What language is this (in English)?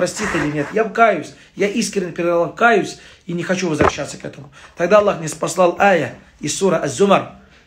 Russian